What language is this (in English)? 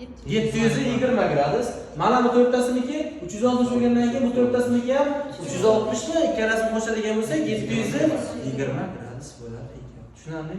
Uzbek